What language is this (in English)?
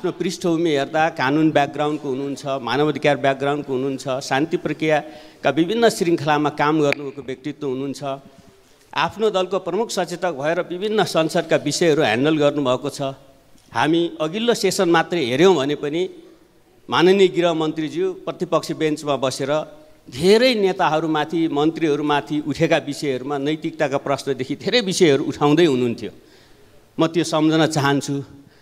Nepali